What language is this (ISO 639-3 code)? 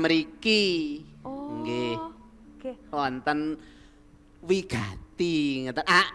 jav